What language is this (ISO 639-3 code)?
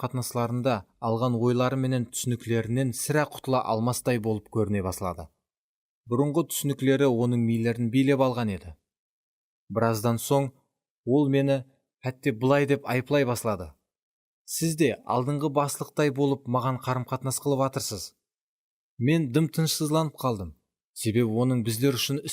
kaa